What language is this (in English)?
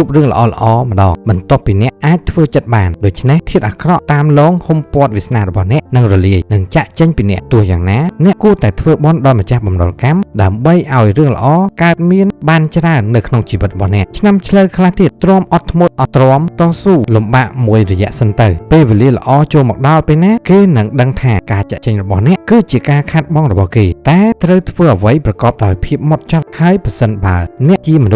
Khmer